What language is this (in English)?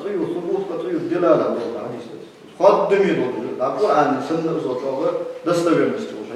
Ingush